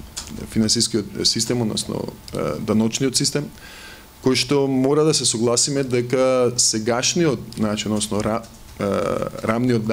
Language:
Macedonian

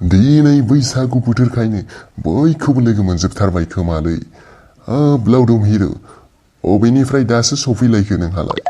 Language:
Bodo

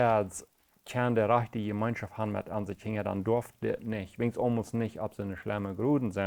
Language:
Plautdietsch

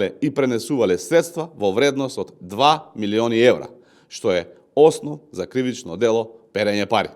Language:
Macedonian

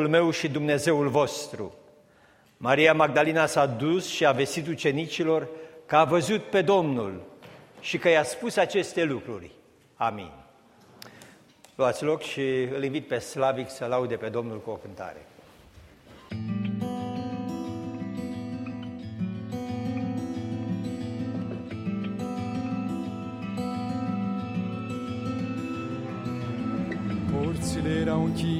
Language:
Romanian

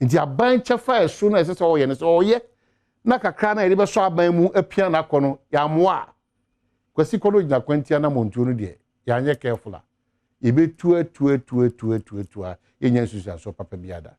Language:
Akan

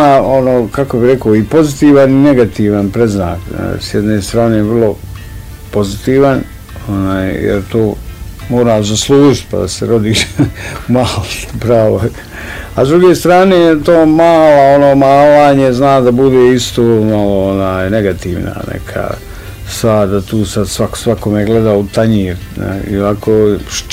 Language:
Bosnian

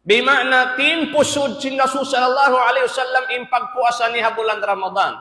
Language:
Tausug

